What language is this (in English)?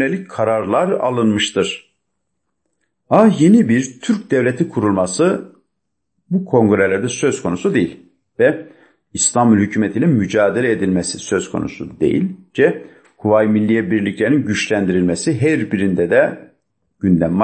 Turkish